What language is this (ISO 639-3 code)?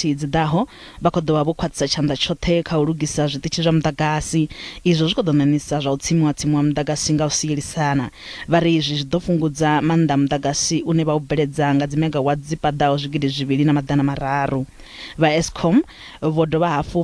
ven